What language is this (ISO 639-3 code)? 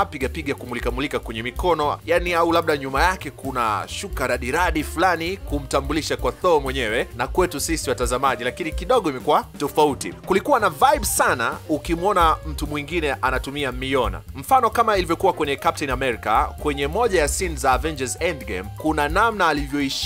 swa